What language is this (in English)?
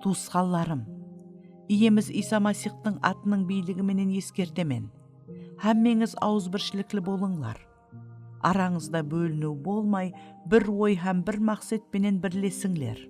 Kara-Kalpak